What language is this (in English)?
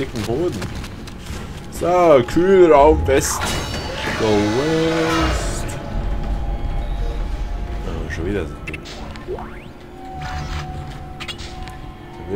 German